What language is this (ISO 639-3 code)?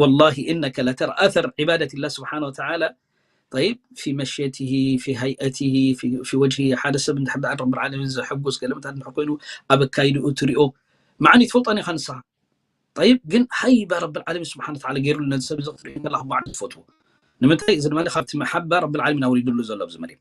tir